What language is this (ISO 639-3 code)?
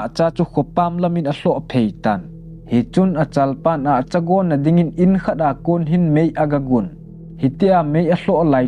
tcz